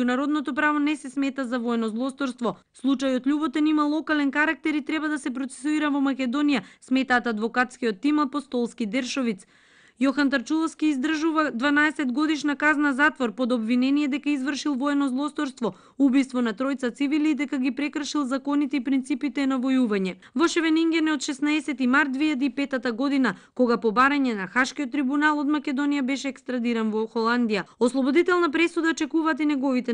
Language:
Macedonian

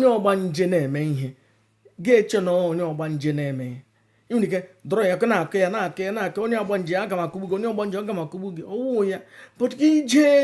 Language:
Igbo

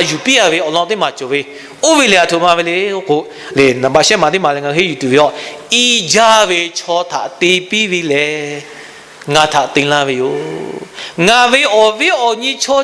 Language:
Lahu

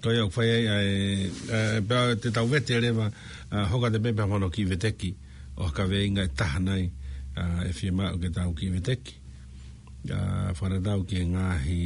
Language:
Tongan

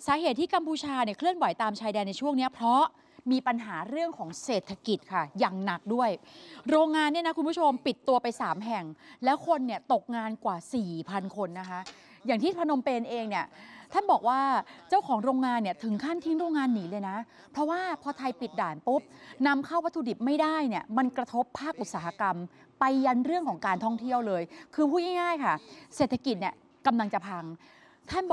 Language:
Thai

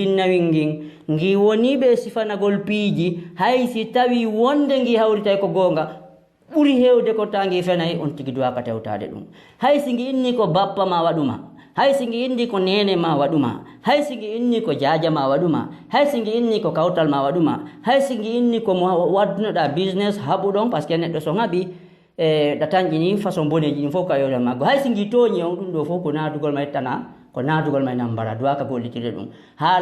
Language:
Fula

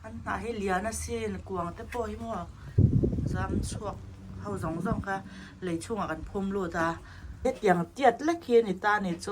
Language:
Mizo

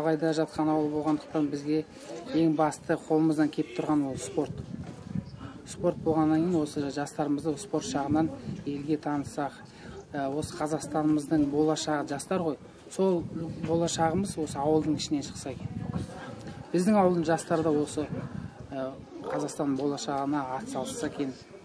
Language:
Kazakh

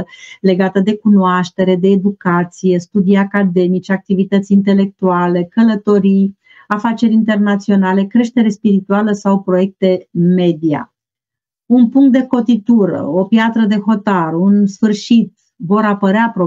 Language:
Romanian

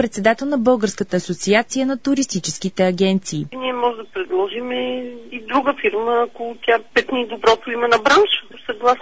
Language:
Bulgarian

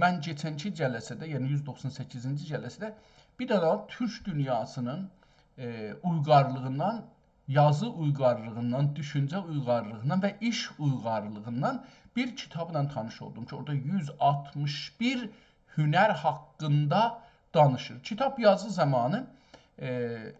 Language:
South Azerbaijani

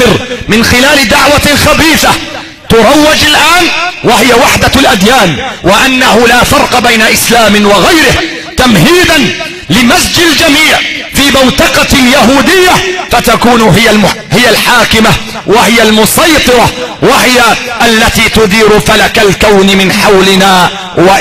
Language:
Arabic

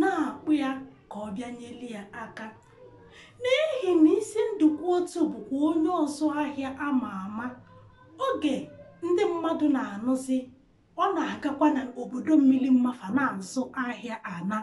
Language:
Igbo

